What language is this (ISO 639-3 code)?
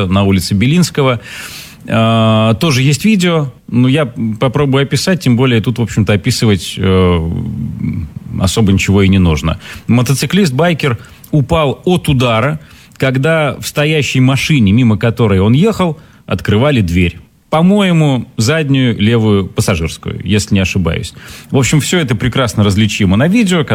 rus